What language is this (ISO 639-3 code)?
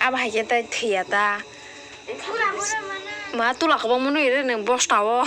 trp